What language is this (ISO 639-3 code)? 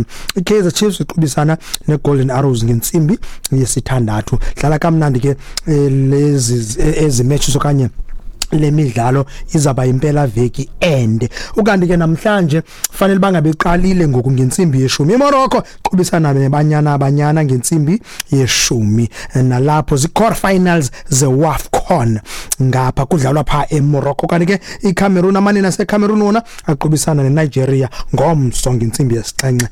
xho